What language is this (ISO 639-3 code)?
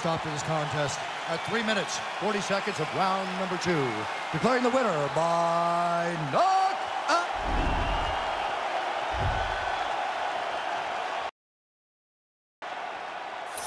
eng